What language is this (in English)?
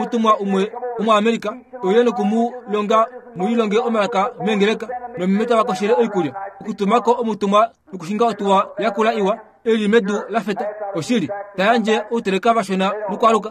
Kuanyama